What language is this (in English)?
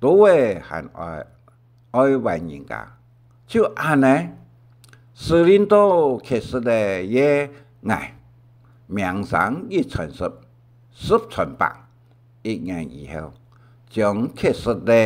Hakka Chinese